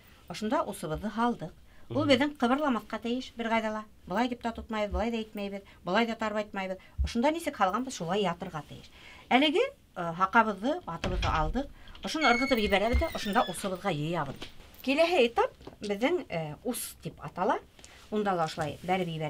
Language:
Bashkir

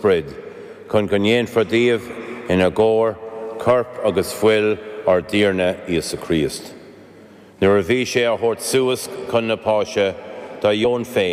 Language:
Irish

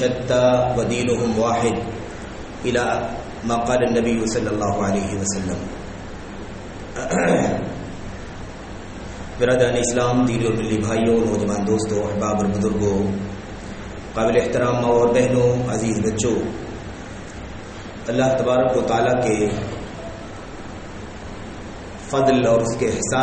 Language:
Urdu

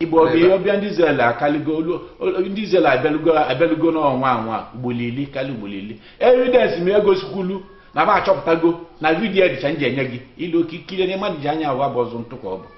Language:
Igbo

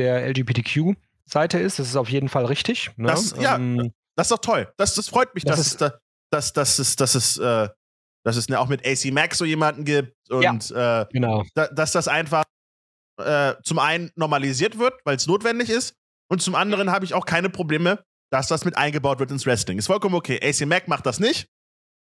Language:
German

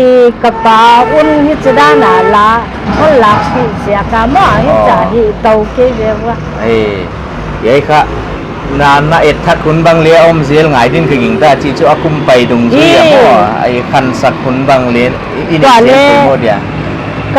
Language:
Paite Chin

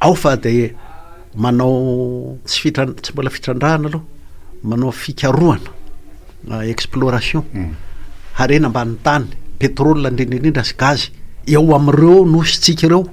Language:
Malagasy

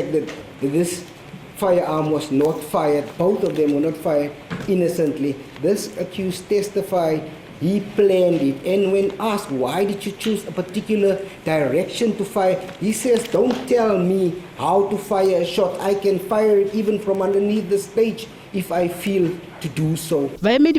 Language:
Northern Sotho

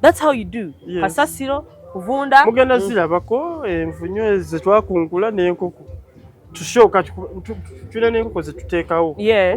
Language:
Ganda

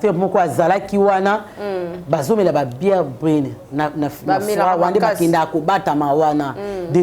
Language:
Lingala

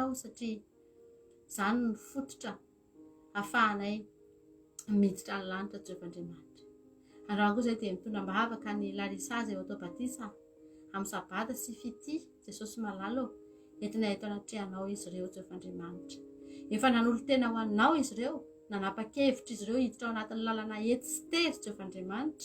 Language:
Malagasy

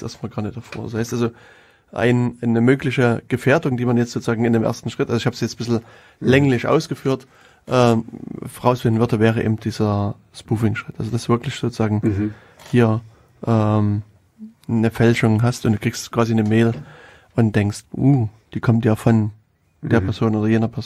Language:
German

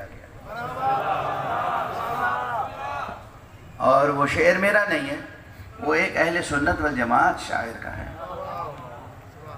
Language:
Urdu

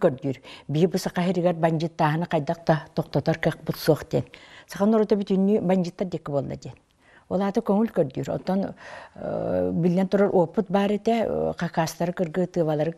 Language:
Yakut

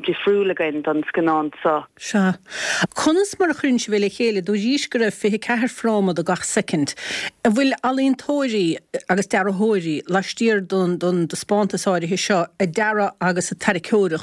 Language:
Irish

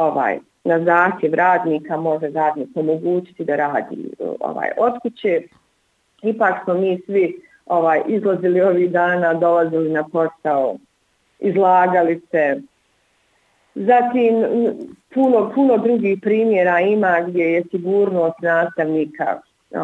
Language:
Bosnian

